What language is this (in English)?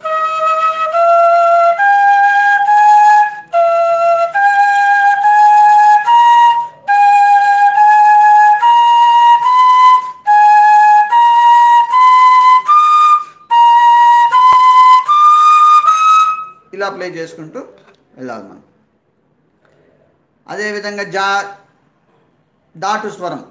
Telugu